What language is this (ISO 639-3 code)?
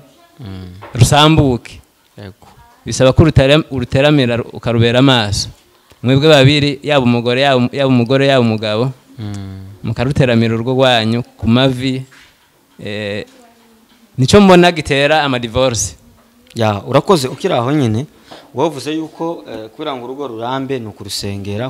run